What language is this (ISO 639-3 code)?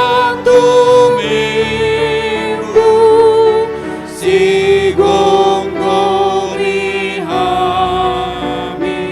bbc